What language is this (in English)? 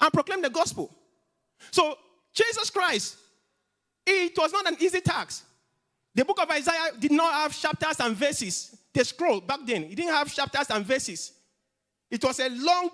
English